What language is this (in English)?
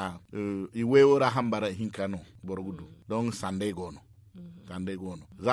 Zarma